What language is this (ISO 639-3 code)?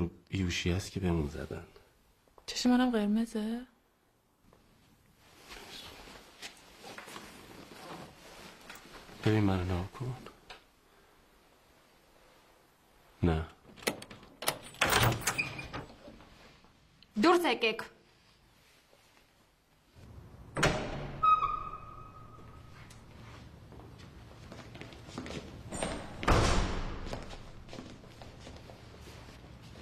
fas